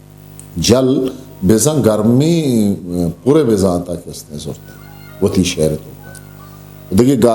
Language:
Eastern Balochi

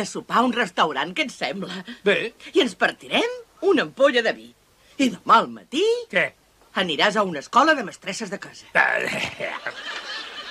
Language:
Catalan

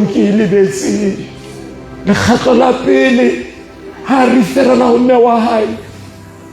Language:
Southern Sotho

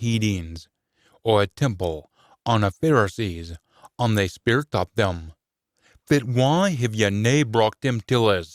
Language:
Scots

